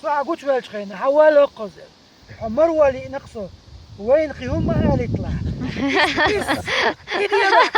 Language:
Chechen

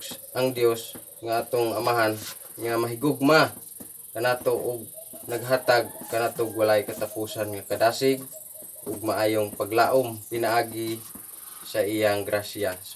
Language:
Cebuano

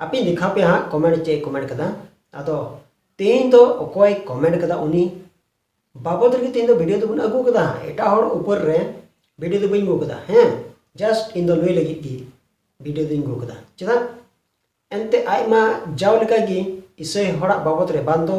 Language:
Santali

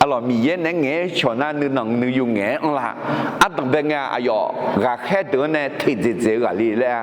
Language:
Akha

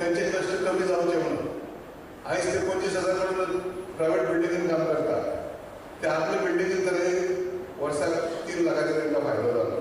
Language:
Konkani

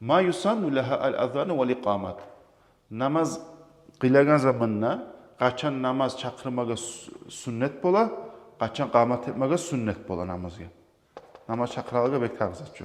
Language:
Kumyk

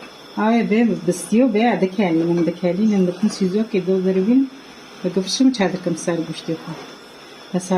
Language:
Kurdish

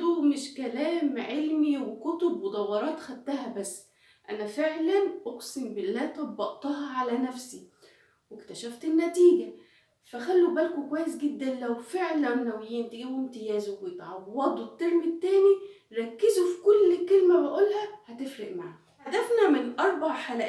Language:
Egyptian Arabic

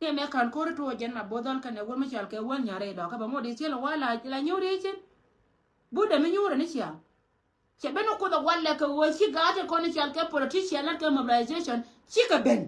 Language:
Nuer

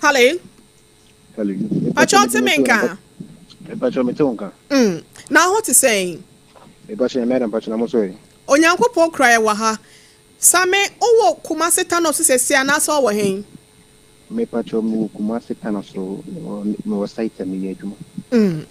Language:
Akan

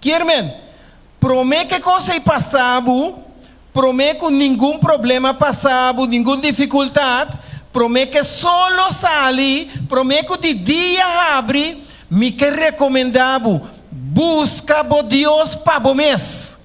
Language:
Papiamento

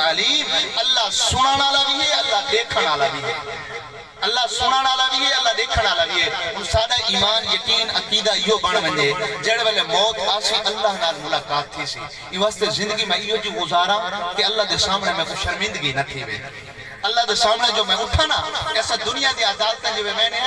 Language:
Saraiki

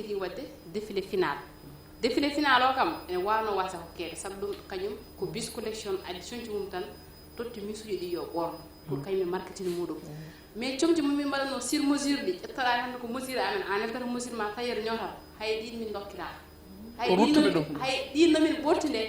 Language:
Fula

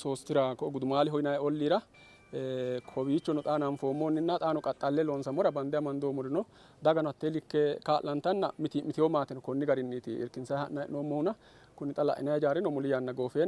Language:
Sidamo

